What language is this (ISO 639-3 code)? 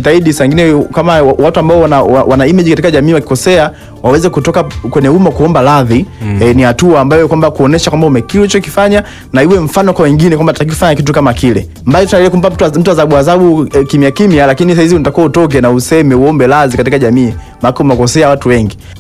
swa